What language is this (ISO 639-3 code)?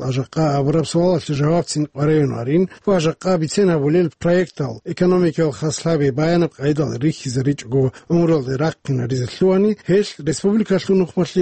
ava